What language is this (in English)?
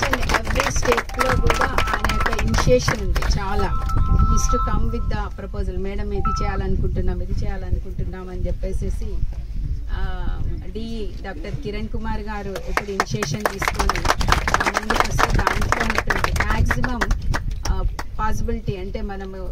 Telugu